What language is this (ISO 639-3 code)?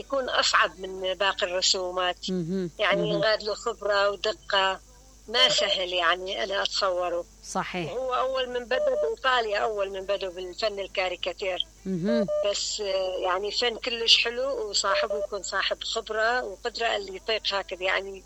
acm